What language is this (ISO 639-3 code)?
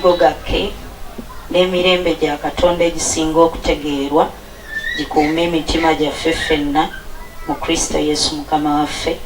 lug